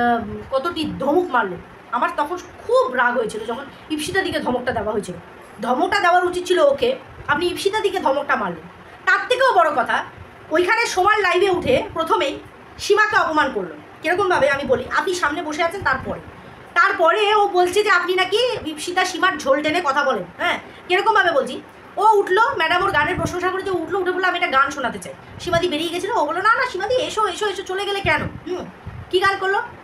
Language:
Bangla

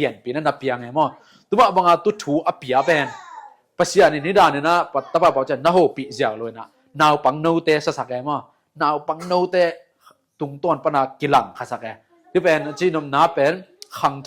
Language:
Tedim Chin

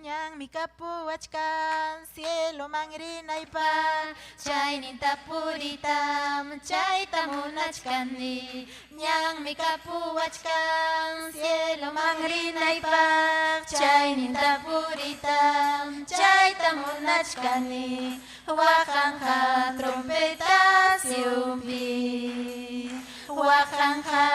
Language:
Ayacucho Quechua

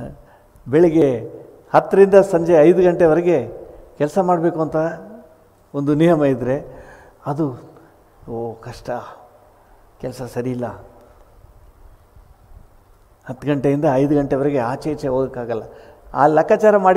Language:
Kannada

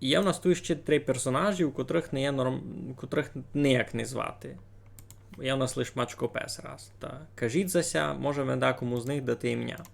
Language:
Rusyn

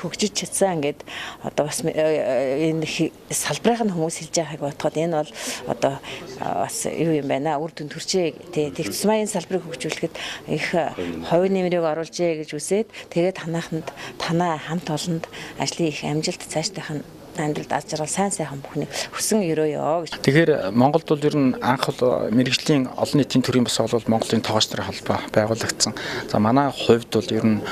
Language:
Mongolian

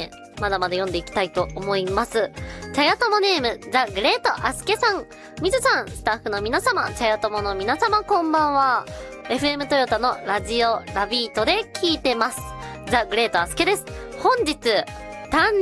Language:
Japanese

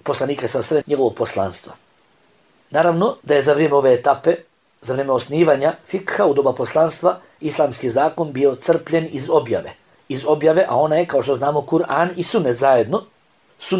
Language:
Bosnian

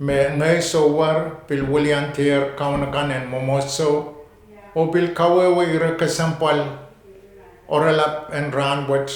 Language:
Pohnpeian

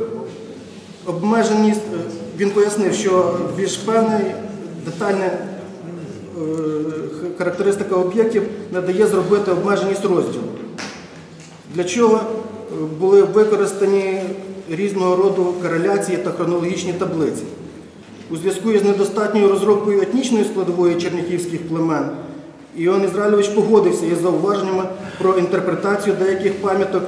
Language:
Ukrainian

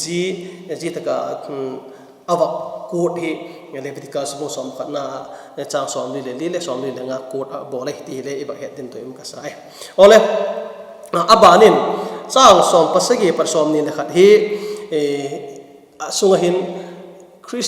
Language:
Vaiphei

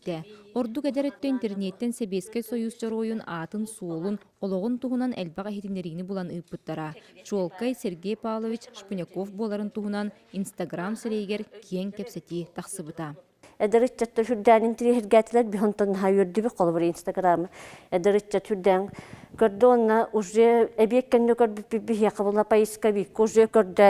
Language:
Yakut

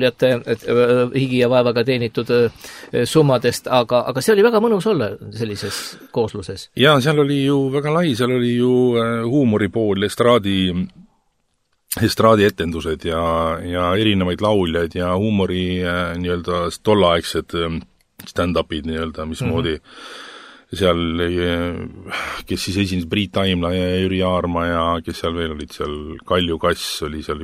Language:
Estonian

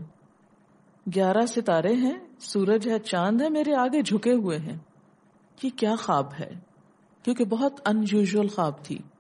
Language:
Urdu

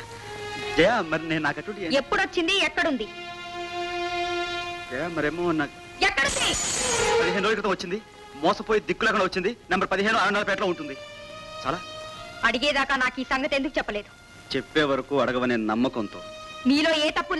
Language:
Telugu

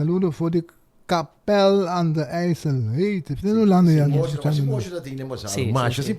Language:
Papiamento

